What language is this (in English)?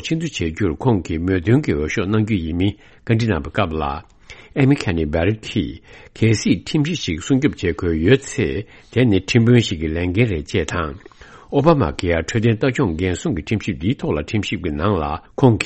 Tibetan